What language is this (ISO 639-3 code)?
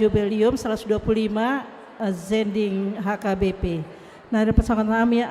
bbc